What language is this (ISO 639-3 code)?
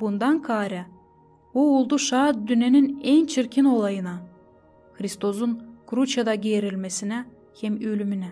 gag